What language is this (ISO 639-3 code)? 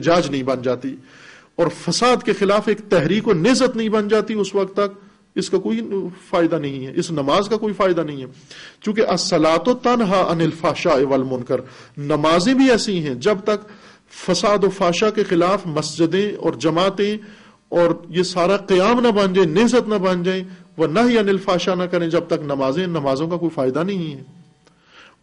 urd